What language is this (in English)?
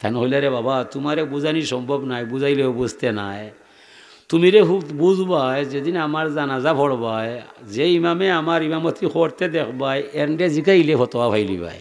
Sylheti